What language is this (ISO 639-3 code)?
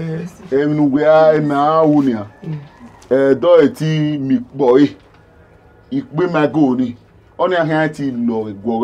bin